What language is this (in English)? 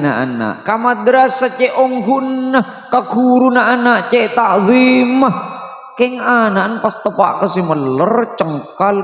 Madurese